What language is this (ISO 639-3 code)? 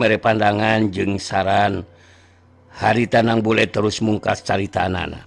sun